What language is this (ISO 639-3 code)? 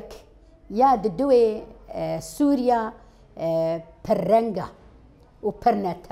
kur